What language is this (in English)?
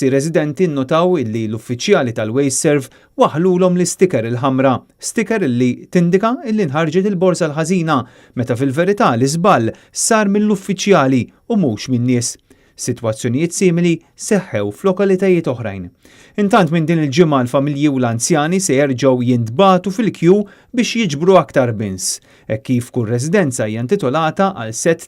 Maltese